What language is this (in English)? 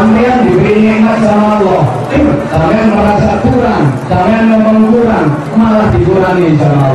Javanese